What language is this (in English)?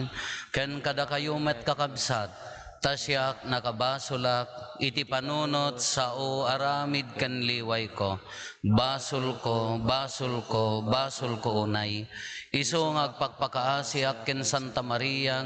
Iloko